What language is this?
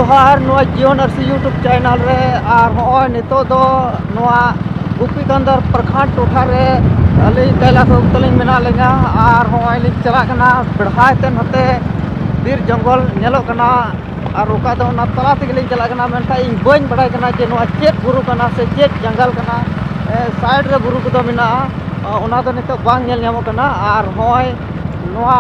Santali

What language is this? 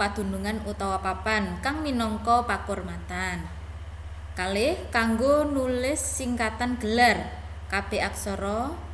Javanese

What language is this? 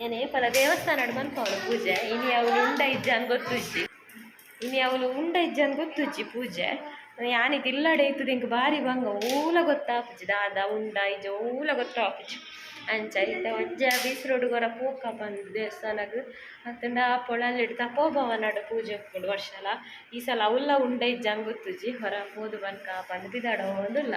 Tulu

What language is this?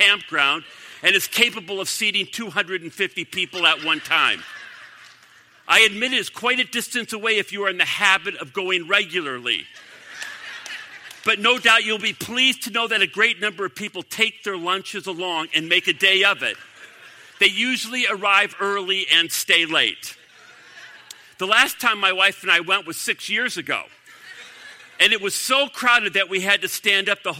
English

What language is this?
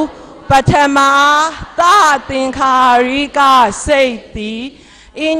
Burmese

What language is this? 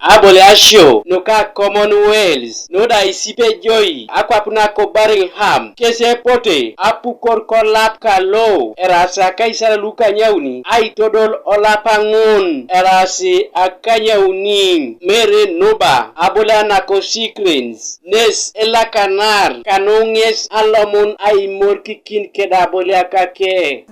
Teso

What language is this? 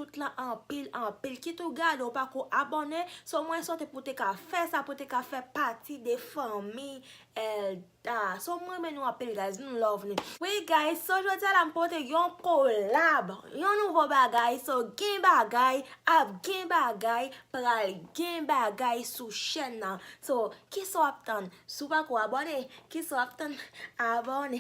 Haitian Creole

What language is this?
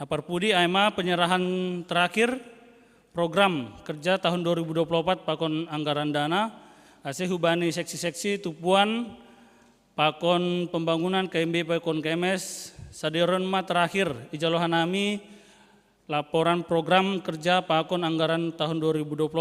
Batak Simalungun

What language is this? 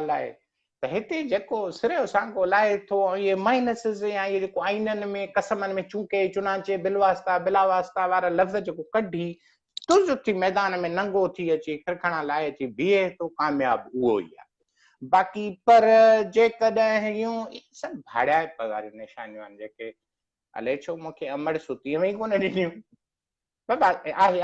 Sindhi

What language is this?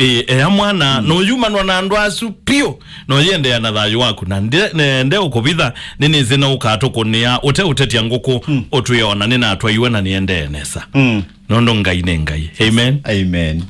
Kamba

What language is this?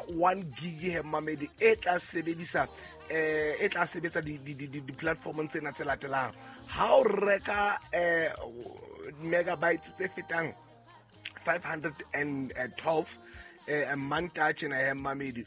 Southern Sotho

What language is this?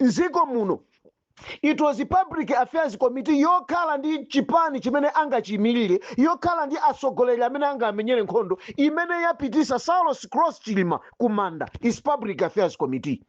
Nyanja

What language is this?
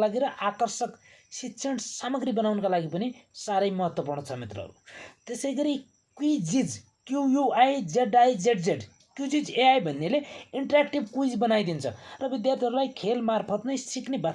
Nepali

